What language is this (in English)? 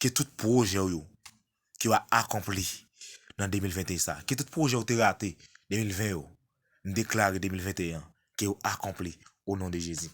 Haitian Creole